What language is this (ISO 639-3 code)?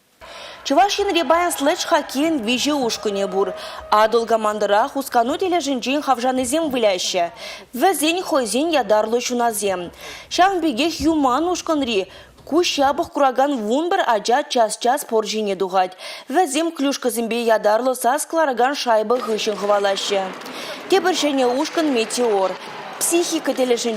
chv